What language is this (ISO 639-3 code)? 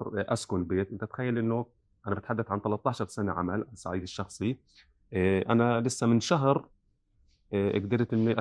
apc